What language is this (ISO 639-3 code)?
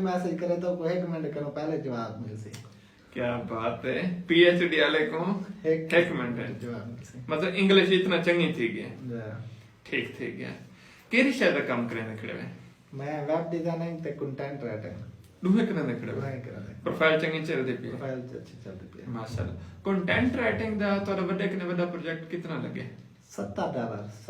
skr